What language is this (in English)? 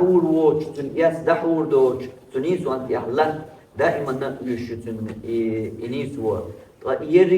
Chechen